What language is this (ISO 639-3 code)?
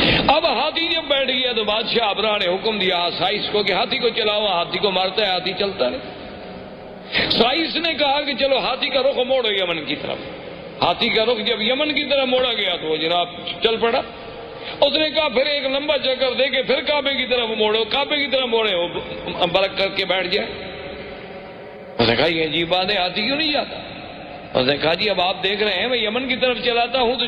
urd